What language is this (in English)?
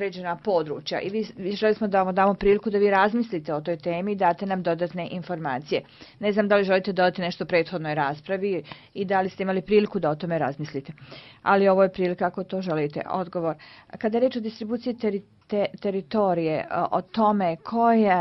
Bosnian